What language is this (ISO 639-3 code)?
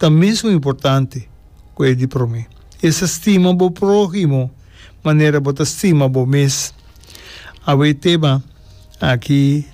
pap